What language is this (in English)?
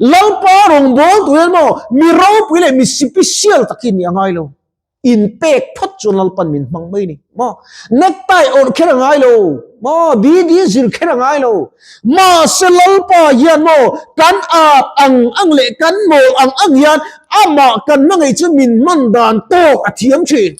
Mizo